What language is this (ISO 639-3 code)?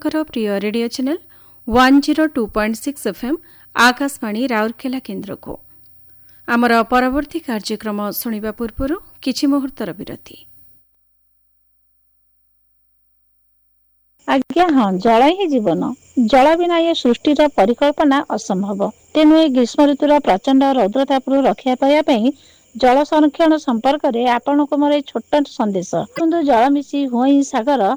ori